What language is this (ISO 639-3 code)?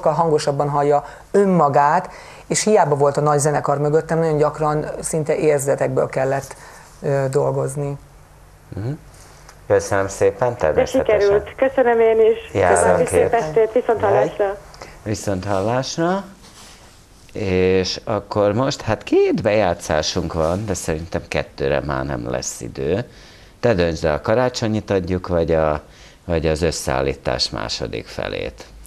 hun